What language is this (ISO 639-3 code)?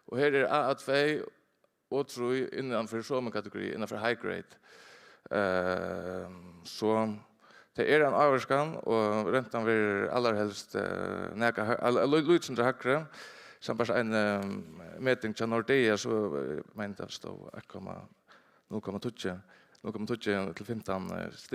fao